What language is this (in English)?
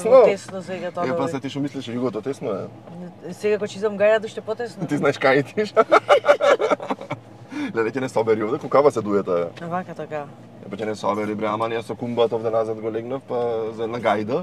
Macedonian